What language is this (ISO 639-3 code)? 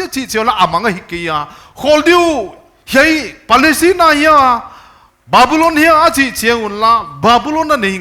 pck